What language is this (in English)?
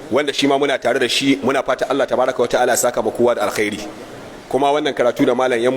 Hausa